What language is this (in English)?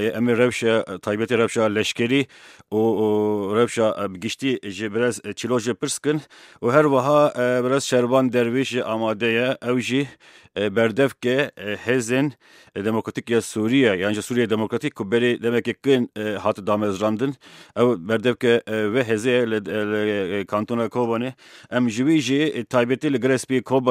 Kurdish